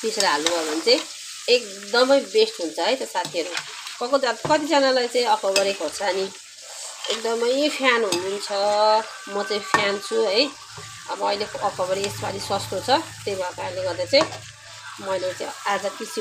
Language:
Nepali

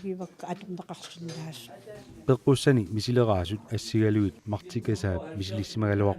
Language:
Kalaallisut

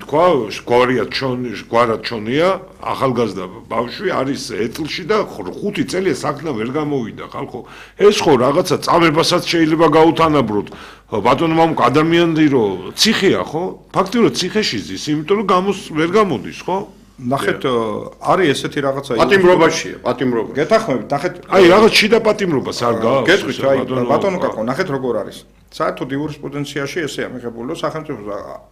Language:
Georgian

